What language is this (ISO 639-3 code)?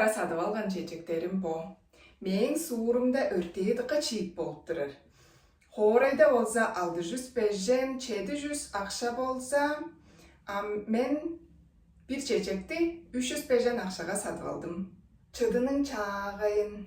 tyv